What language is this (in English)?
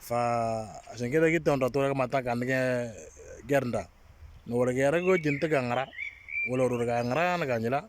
Moro